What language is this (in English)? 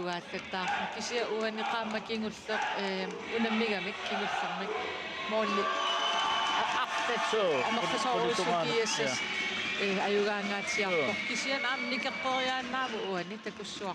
Kalaallisut